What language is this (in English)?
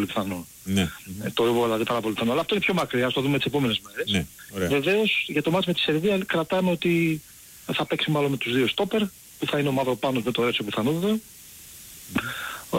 Greek